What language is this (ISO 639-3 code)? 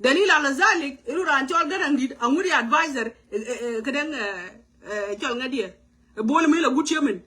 nus